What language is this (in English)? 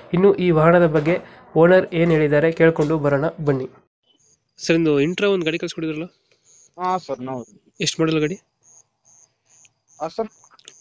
Kannada